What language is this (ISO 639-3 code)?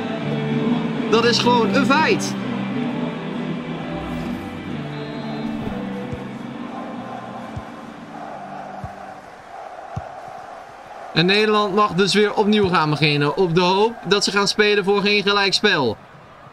nld